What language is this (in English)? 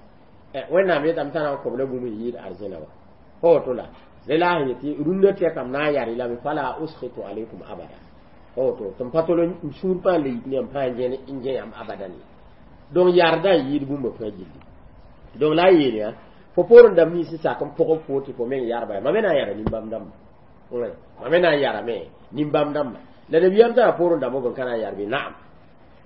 Mossi